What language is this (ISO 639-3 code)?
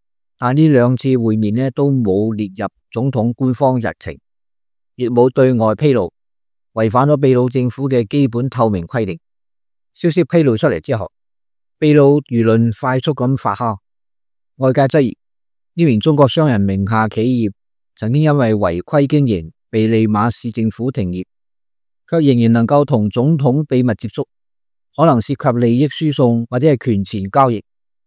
yue